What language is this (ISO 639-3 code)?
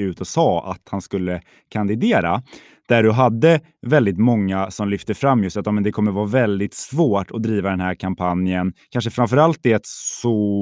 swe